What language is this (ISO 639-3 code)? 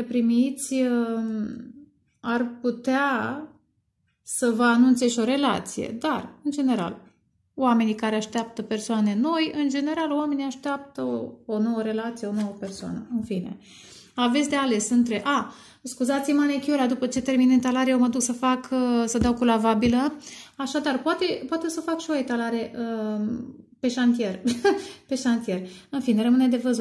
ron